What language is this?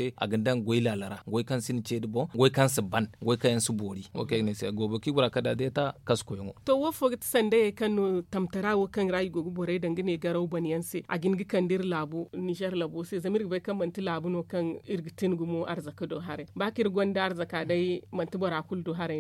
Zarma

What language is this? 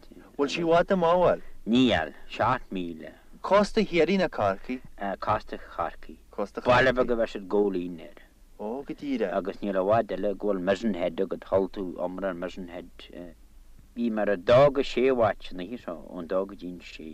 Irish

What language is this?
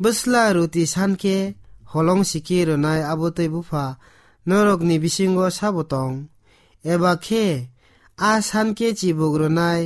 Kok Borok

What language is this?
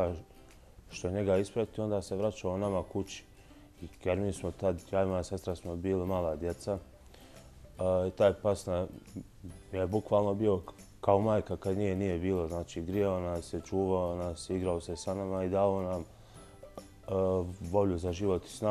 Bosnian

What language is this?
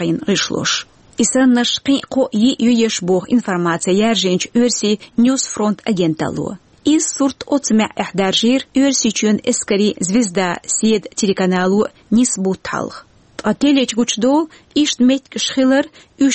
Chechen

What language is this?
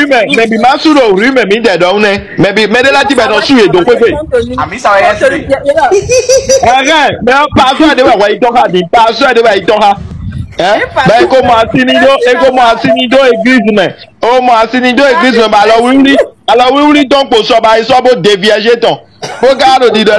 Fon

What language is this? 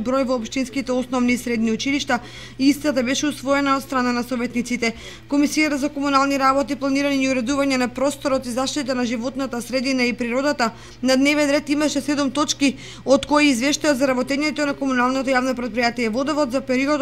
Macedonian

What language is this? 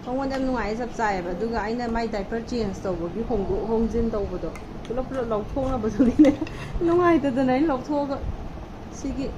Manipuri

